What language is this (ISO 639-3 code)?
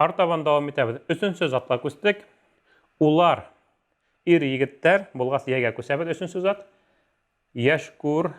bak